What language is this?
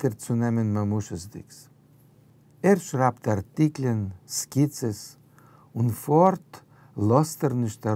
Yiddish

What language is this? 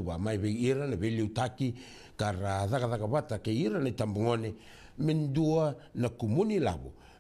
Fijian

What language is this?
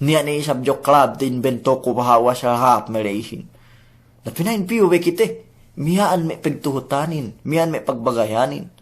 Yakan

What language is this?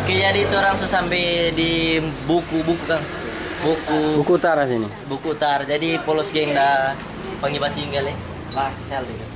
Manado Malay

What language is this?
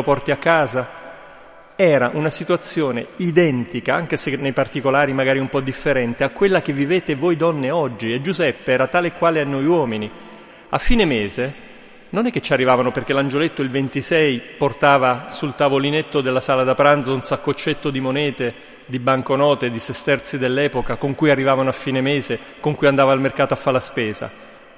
Italian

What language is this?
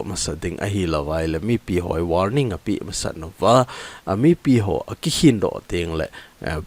Thado Chin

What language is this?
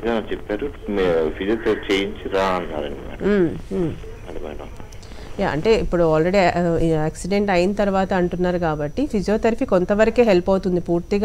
Telugu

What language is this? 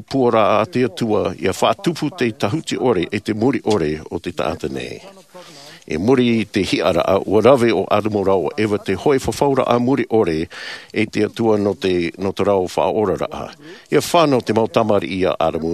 Tahitian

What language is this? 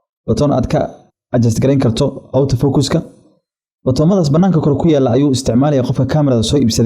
Somali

